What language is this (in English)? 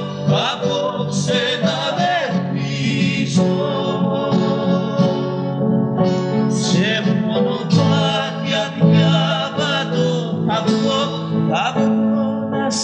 Greek